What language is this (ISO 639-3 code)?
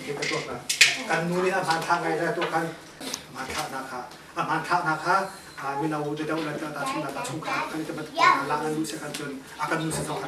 cnh